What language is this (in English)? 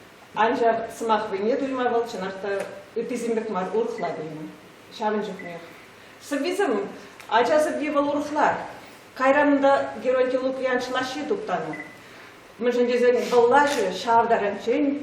Chuvash